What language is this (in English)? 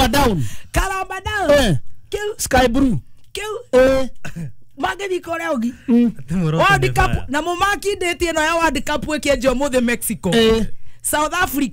Kikuyu